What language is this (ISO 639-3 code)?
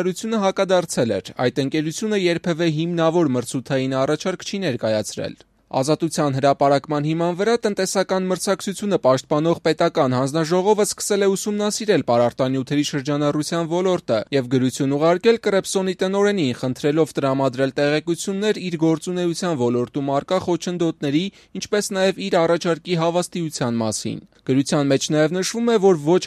hye